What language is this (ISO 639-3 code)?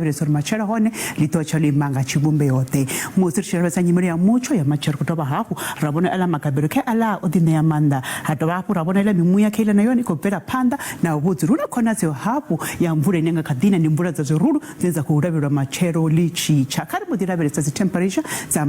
ven